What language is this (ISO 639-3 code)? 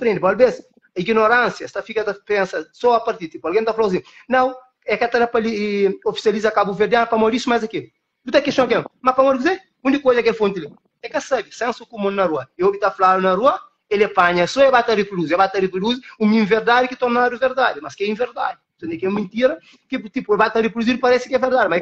kea